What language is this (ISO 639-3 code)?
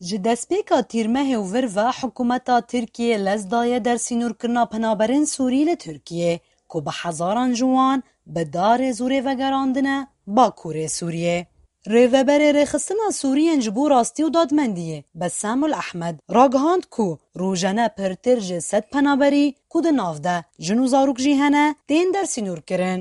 kur